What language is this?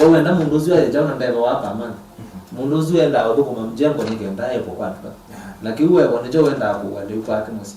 Kamba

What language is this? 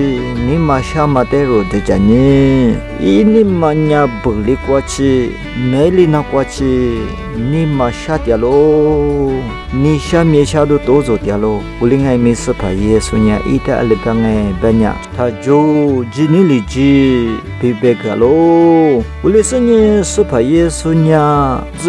Lisu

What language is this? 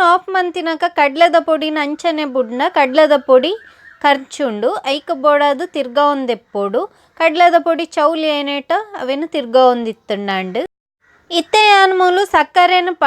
Tulu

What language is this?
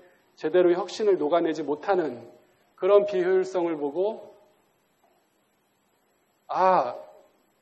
Korean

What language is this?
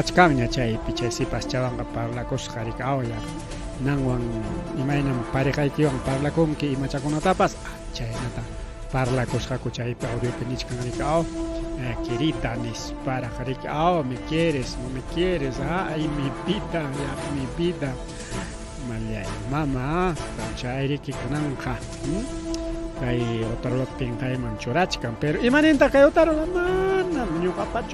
Ayacucho Quechua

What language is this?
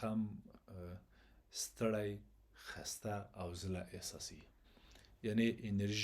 Pashto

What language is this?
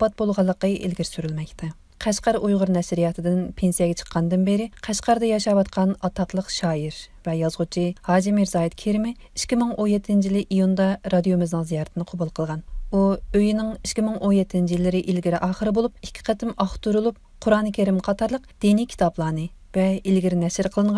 Uyghur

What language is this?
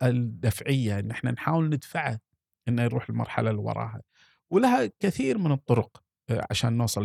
Gulf Arabic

